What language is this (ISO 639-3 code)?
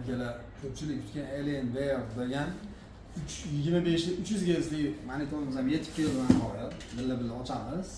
uzb